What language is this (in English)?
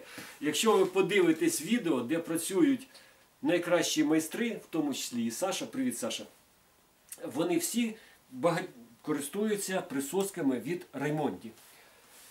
Ukrainian